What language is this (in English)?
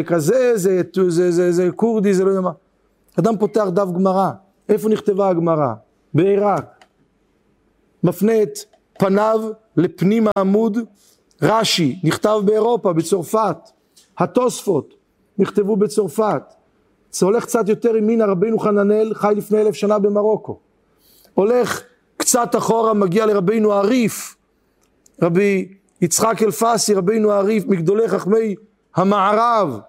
Hebrew